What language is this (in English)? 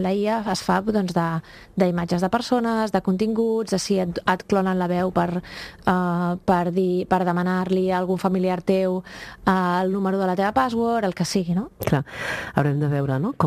Catalan